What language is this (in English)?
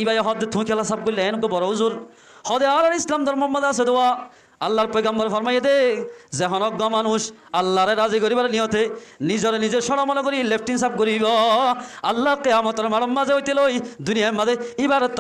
Rohingya